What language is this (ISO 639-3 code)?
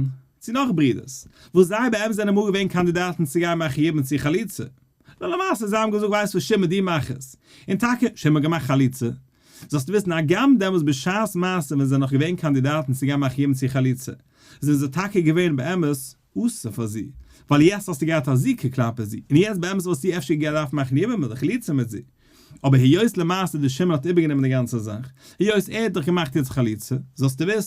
yid